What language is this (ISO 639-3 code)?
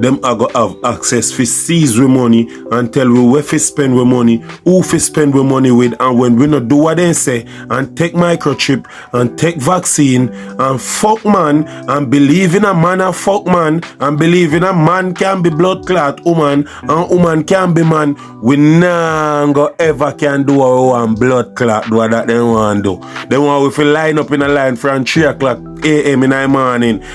jam